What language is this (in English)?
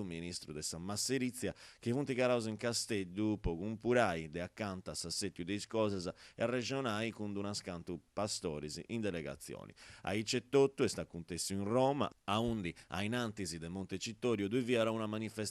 Sardinian